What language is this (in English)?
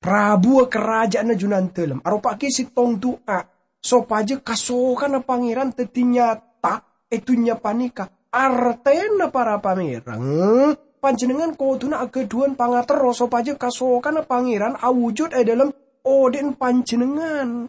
Madurese